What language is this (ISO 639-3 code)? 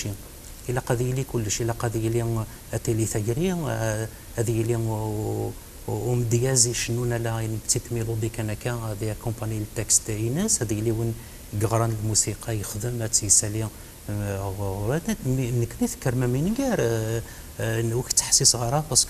kab